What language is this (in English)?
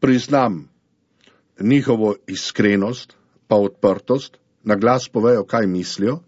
Slovenian